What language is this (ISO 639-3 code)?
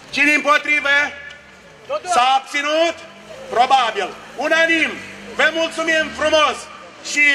ron